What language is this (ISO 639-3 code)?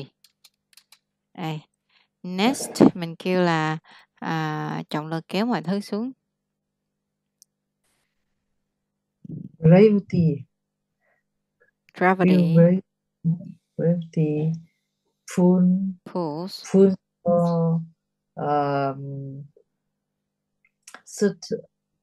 vie